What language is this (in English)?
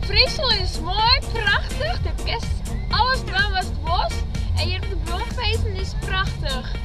Western Frisian